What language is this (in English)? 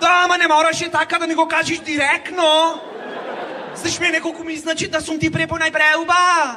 Macedonian